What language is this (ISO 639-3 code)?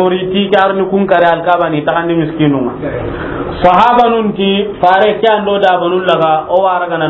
snk